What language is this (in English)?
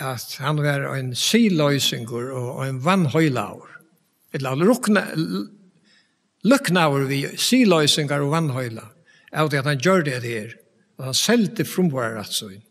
Faroese